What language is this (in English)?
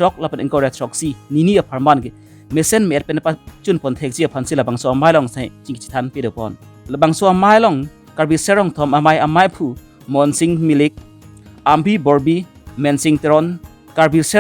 Karbi